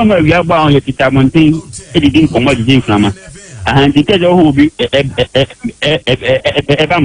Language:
Akan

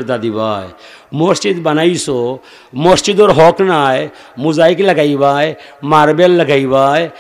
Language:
Sylheti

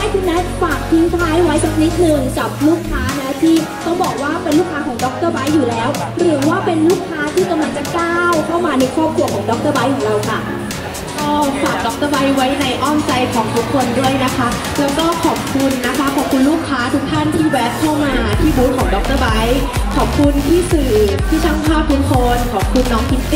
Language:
Thai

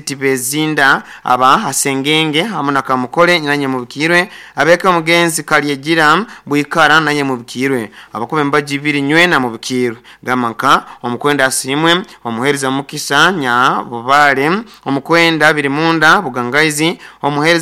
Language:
Nyoro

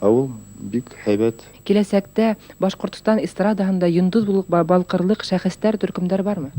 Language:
Bashkir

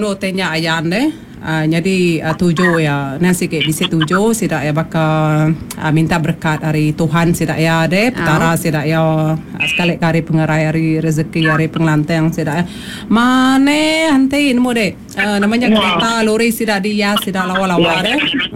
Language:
Iban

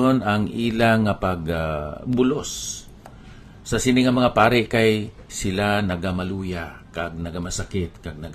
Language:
Hiligaynon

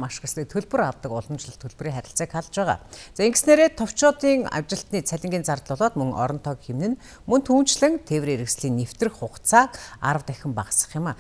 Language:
Mongolian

